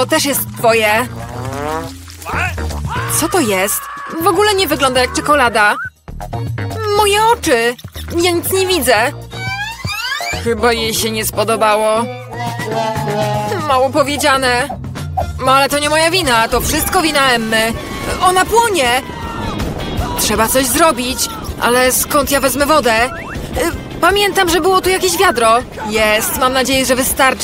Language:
Polish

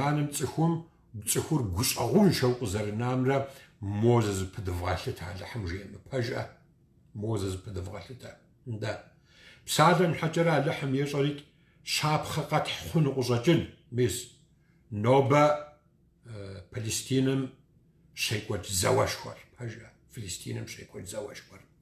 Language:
Kabardian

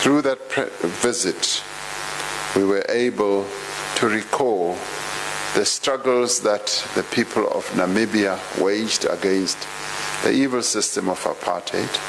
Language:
English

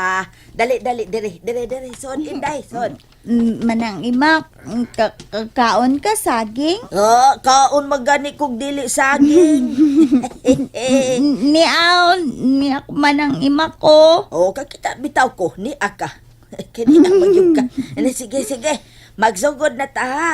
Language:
Cebuano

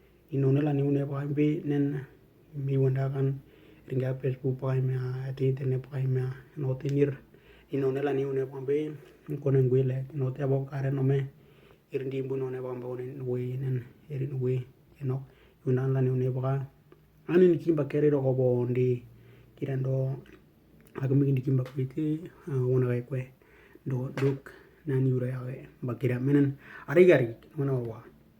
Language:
Western Dani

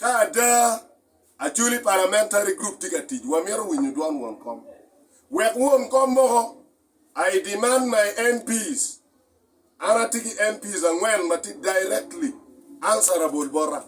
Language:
Acoli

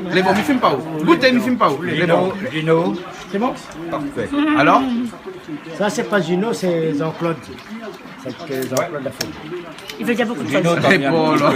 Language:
Réunion Creole French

